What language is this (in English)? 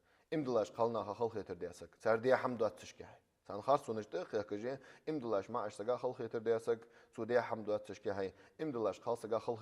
Ingush